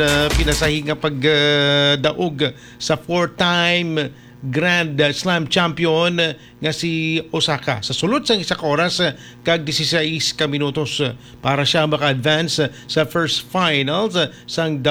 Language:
Hiligaynon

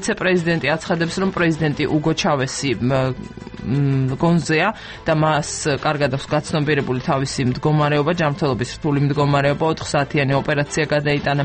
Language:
Georgian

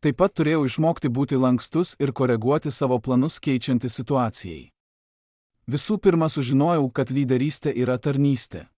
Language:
Lithuanian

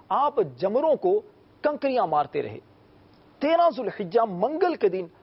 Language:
Urdu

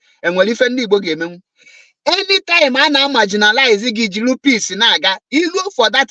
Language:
Igbo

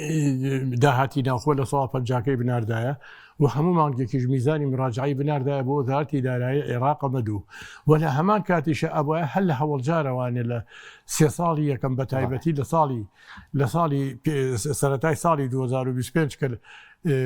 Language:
Central Kurdish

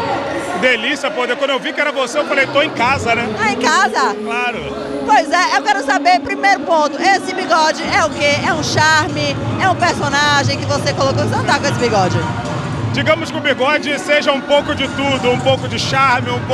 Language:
Portuguese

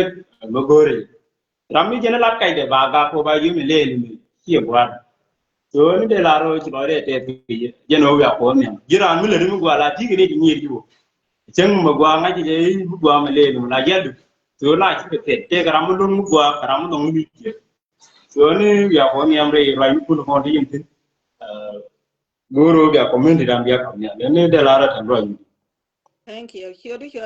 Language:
Nuer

